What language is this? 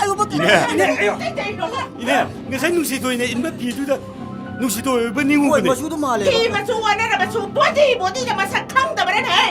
Manipuri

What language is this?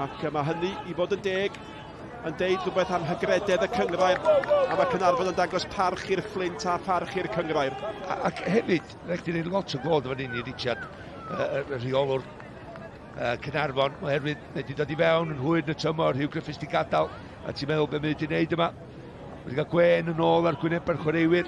Welsh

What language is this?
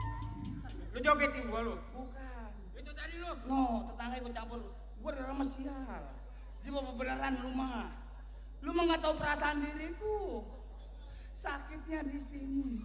Betawi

